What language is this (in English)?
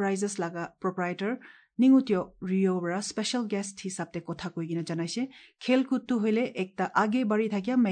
Assamese